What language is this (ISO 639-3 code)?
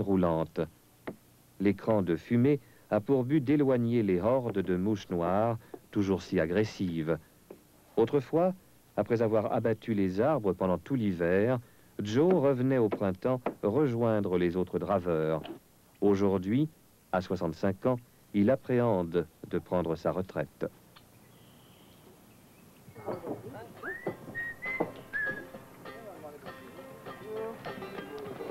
fra